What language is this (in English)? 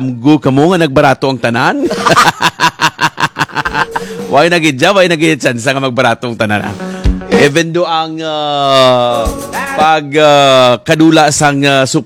Hiligaynon